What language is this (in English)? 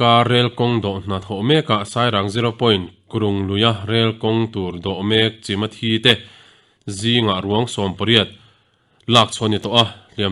Mizo